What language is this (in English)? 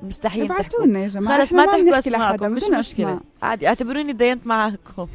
North Levantine Arabic